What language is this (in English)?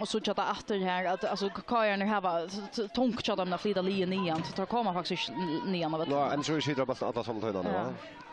Faroese